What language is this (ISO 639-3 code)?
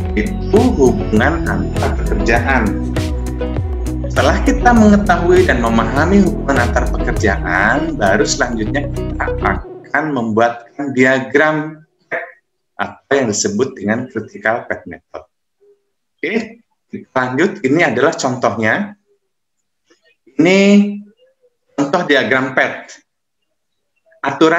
ind